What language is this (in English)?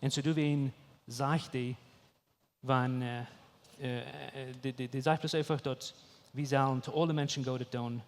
Plautdietsch